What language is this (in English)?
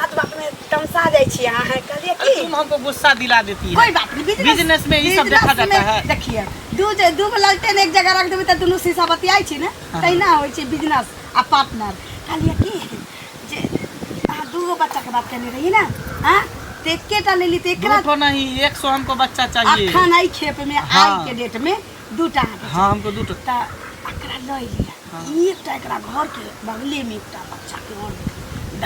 Maithili